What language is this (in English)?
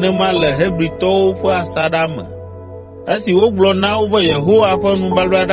Ewe